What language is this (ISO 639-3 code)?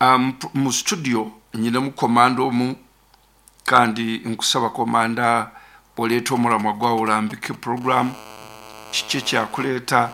nyo